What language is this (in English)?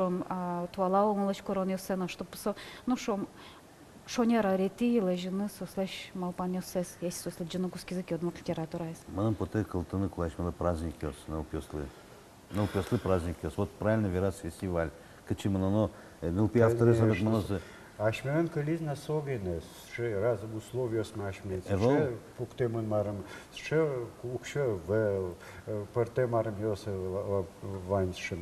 Udmurt